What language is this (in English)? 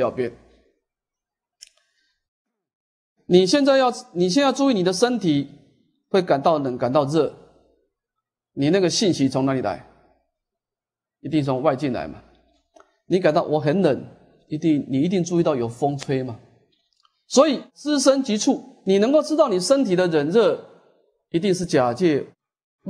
Chinese